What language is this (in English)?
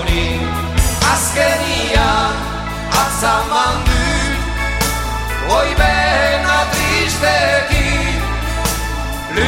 Basque